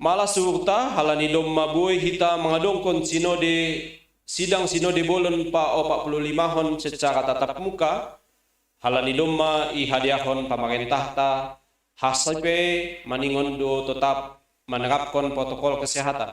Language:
Batak Simalungun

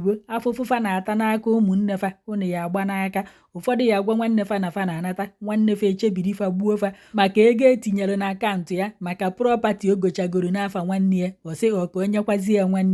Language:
Igbo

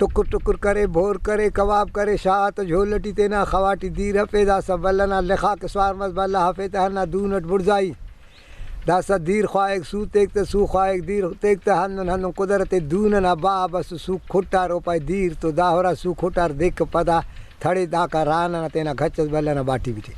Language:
Brahui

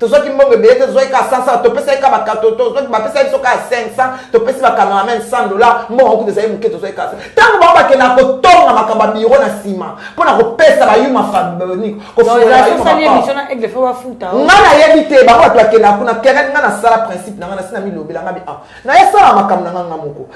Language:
Lingala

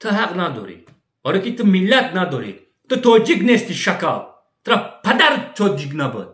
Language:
Tajik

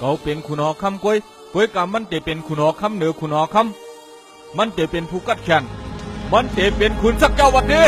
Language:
Shan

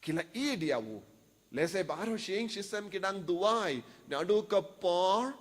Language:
Khasi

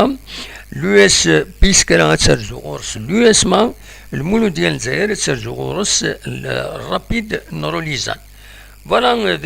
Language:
Kabyle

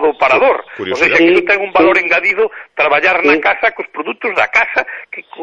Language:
Galician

